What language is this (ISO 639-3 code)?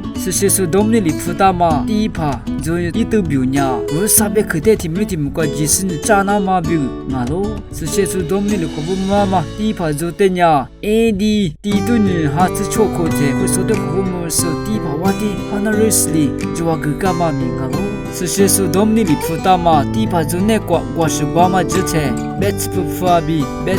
lis